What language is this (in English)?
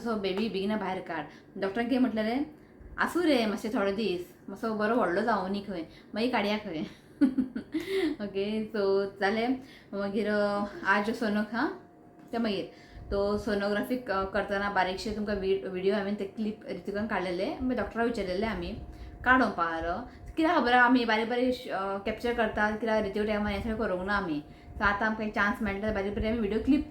Konkani